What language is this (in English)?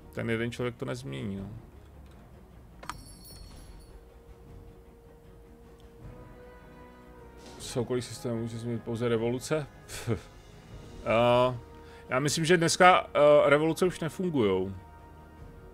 Czech